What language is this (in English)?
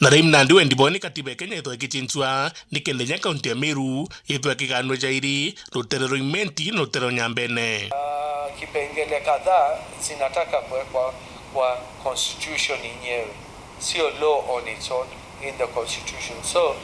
Meru